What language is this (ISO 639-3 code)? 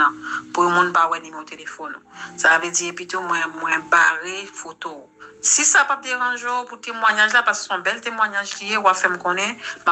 hat